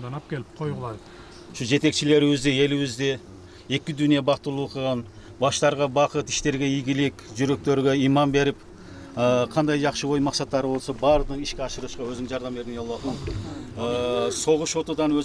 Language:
Kyrgyz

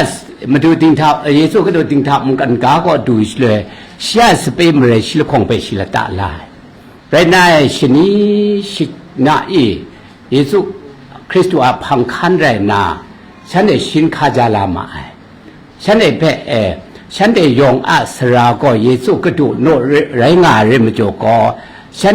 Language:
Kachin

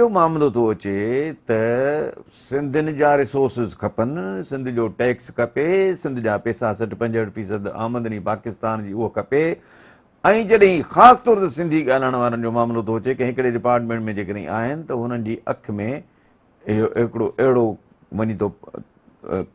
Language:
Sindhi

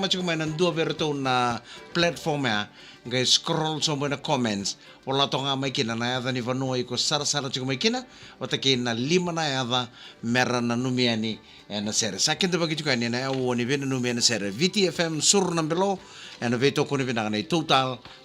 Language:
Fijian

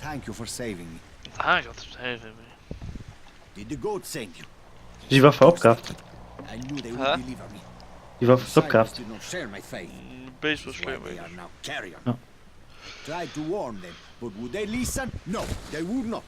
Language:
Luxembourgish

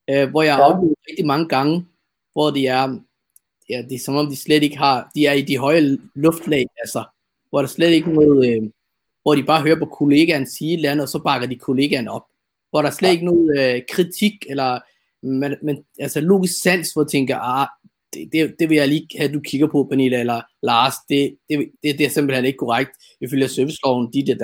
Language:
Danish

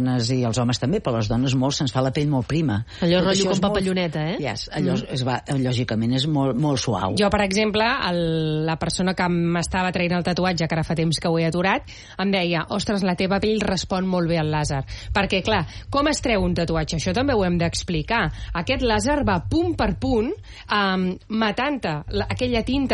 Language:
Catalan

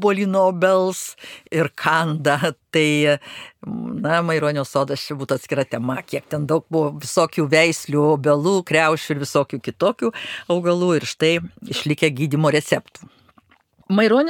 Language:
Lithuanian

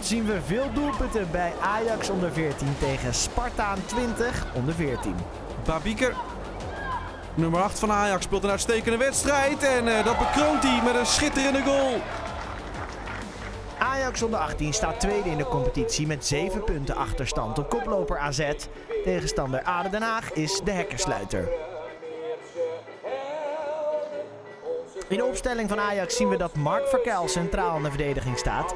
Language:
Dutch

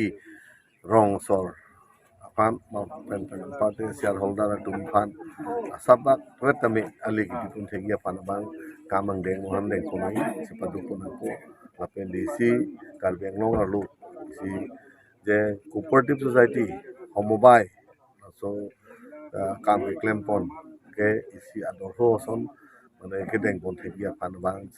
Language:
Karbi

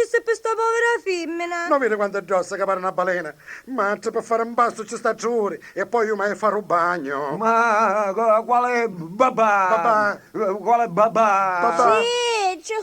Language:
Neapolitan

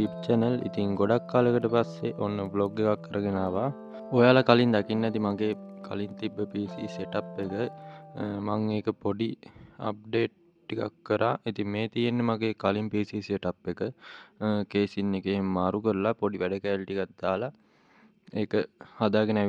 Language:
Sinhala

